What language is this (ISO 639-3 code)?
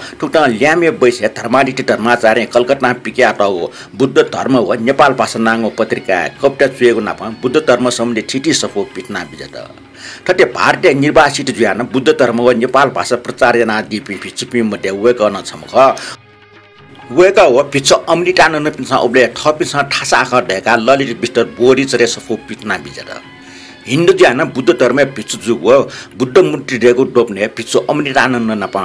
new